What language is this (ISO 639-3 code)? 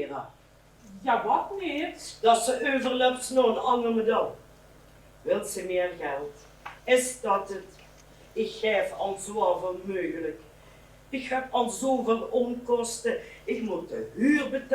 lim